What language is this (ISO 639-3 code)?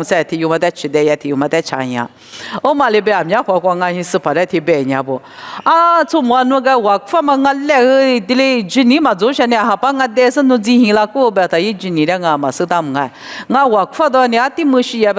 lis